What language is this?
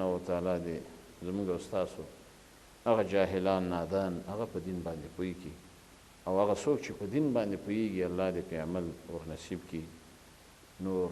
Pashto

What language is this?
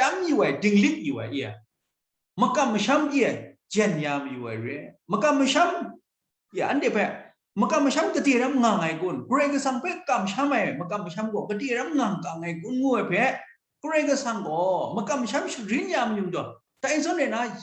Kachin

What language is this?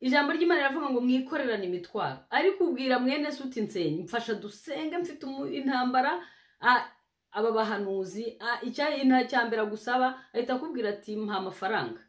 Kinyarwanda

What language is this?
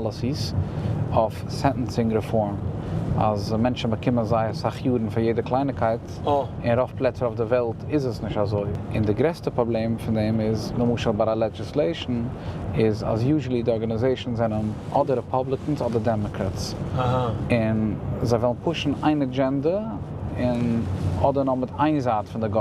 Yiddish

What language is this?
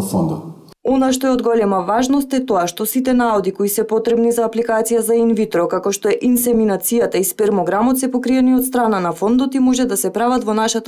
Macedonian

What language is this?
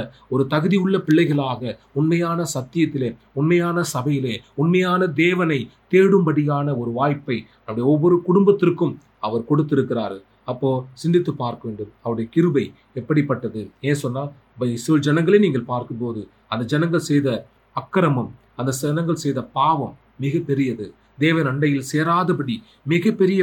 Tamil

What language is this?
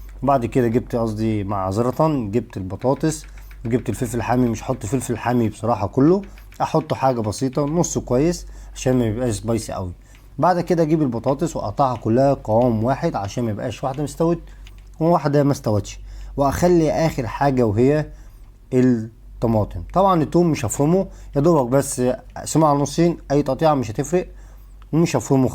Egyptian Arabic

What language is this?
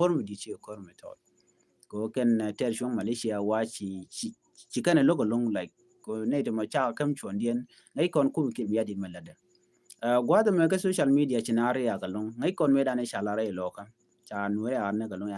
Nuer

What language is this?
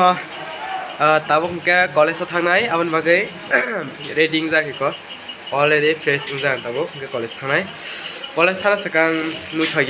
Kok Borok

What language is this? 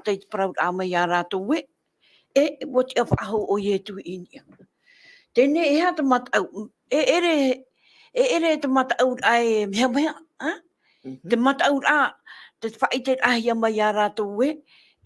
Tahitian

